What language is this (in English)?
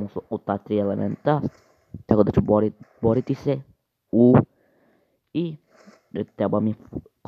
Croatian